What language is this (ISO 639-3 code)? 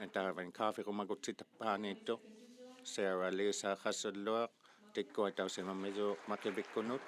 iku